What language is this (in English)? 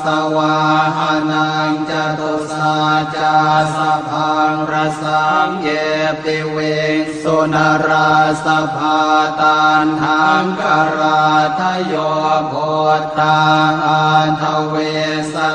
Pali